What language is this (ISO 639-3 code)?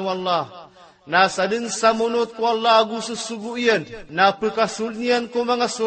mrw